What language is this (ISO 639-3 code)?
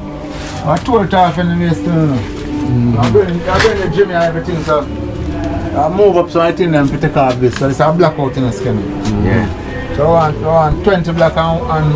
jam